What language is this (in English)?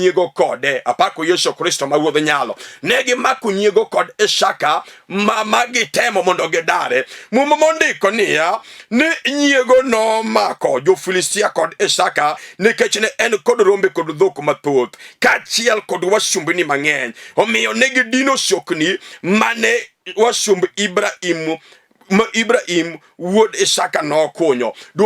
Luo (Kenya and Tanzania)